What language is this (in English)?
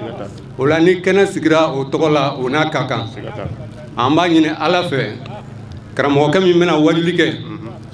Bambara